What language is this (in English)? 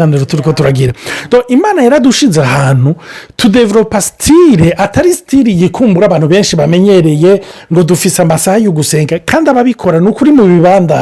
Rundi